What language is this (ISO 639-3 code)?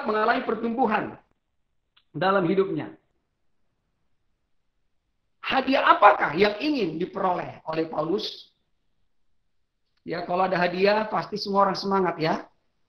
ind